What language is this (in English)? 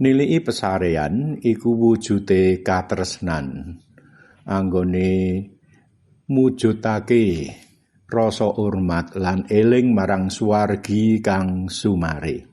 Javanese